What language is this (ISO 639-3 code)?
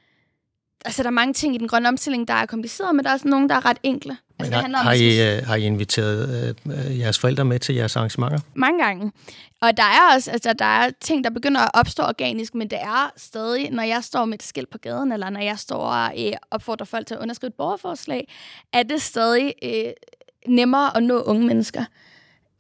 dan